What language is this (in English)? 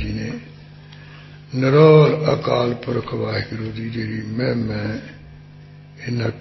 Punjabi